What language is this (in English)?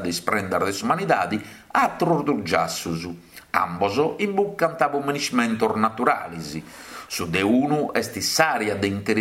Sardinian